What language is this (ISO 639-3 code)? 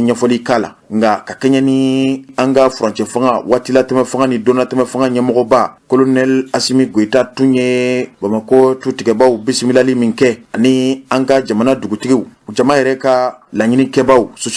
bam